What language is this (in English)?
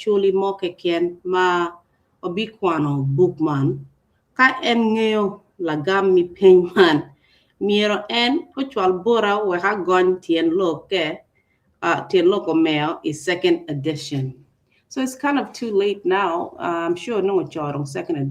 Acoli